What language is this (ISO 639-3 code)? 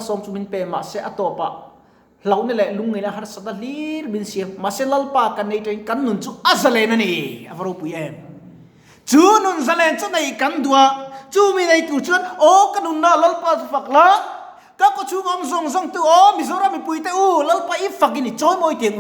lus